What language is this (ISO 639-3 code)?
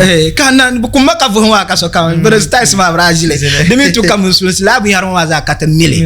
dag